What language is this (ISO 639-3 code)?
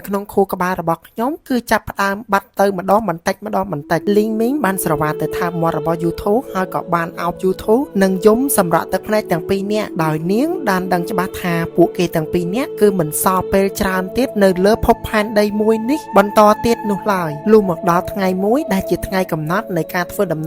khm